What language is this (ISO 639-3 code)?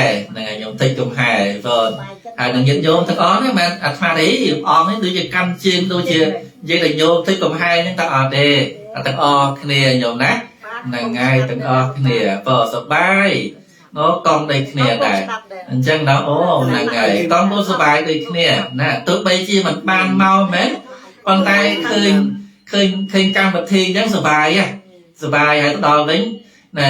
khm